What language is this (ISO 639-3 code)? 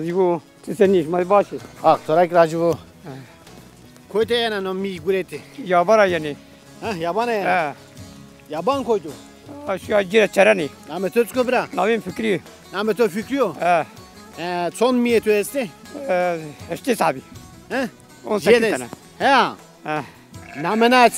zza